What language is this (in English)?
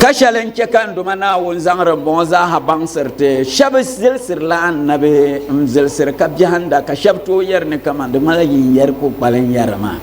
Dagbani